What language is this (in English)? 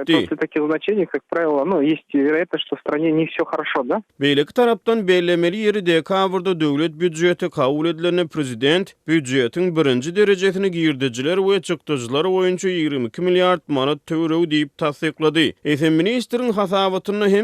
Turkmen